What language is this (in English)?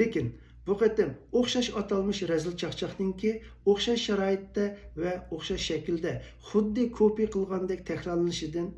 Uyghur